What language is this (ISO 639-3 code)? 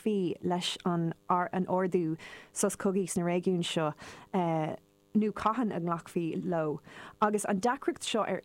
gle